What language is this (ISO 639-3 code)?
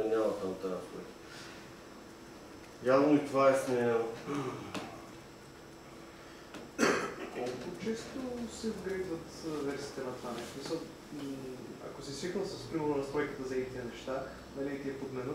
bul